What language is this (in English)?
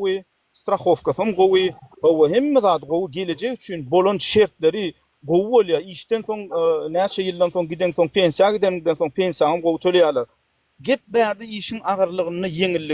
Turkmen